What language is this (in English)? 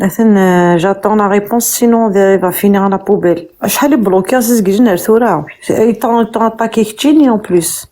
Kabyle